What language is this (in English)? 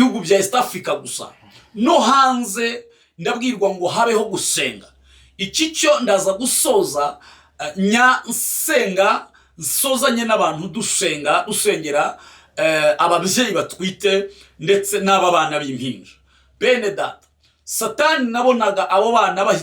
Kinyarwanda